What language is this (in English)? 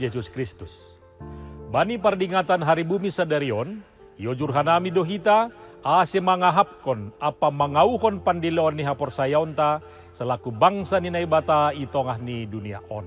Batak Simalungun